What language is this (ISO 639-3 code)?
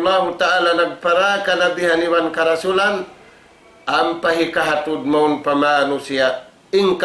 tsg